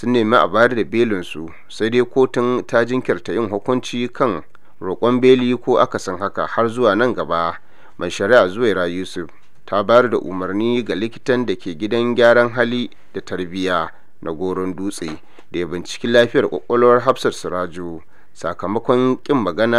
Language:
Hausa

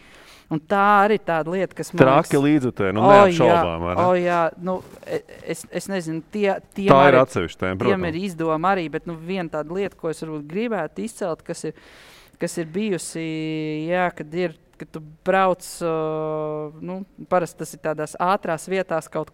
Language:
Latvian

